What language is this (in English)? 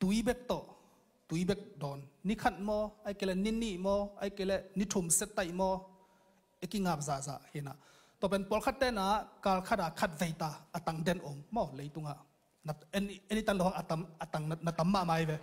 Tedim Chin